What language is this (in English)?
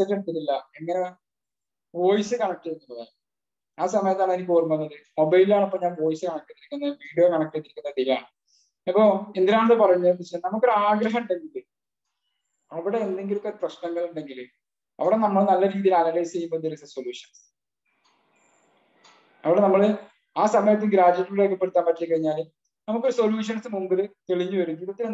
Malayalam